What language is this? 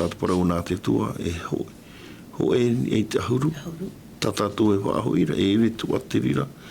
Tahitian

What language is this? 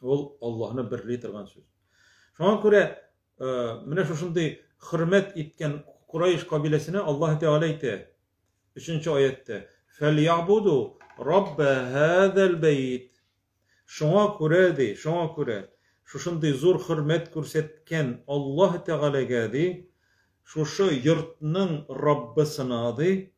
Tatar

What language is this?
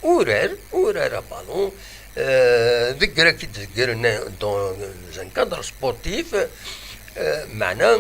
Kabyle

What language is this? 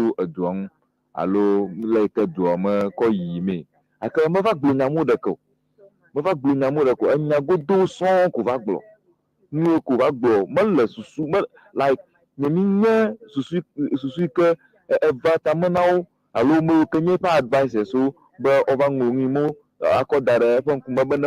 Ewe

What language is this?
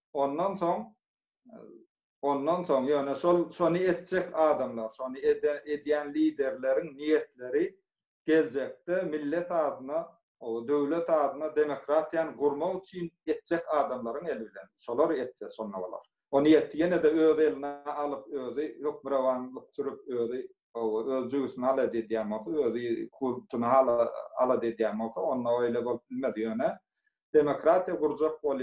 Turkmen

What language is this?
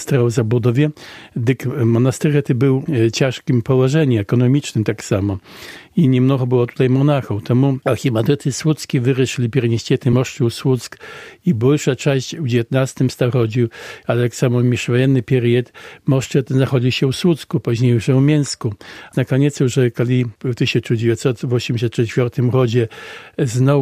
Belarusian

